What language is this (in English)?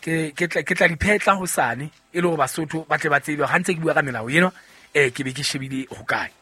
Southern Sotho